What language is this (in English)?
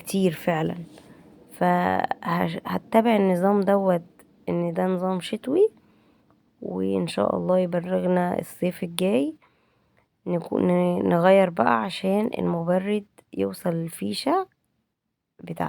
Egyptian Arabic